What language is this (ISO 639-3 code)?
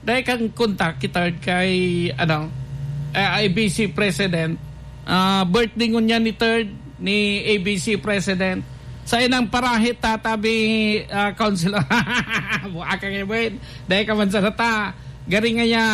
bik